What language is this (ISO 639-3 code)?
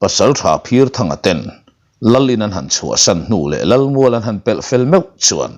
lus